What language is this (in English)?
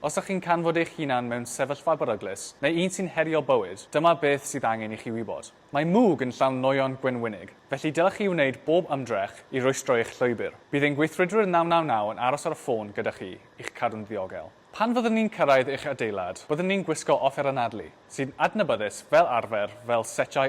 Welsh